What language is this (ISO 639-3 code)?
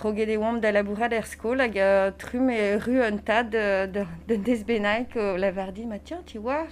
bre